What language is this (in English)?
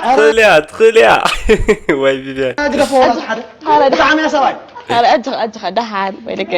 Tigrinya